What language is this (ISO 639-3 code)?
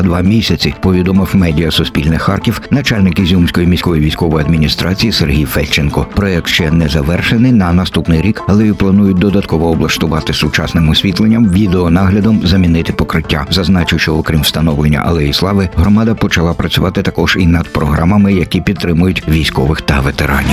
ukr